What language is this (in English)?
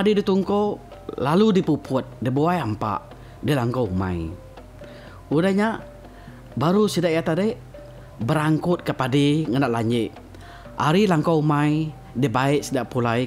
Iban